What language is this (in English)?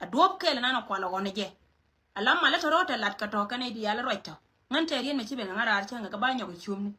Nuer